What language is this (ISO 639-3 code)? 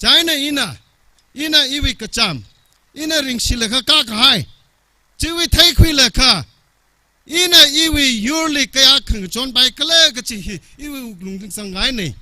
nmf